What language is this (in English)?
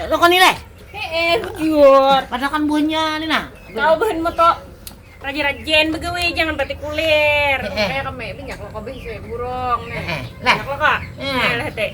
Banjar